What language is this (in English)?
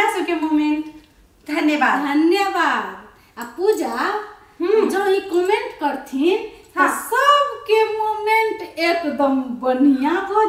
Maithili